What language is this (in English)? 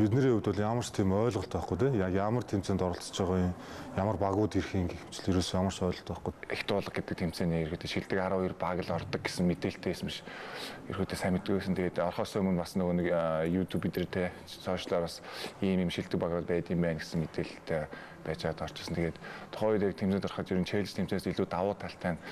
Mongolian